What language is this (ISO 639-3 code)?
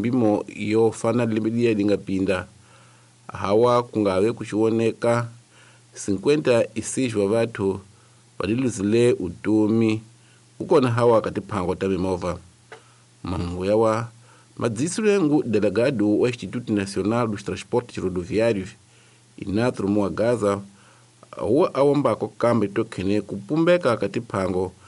tso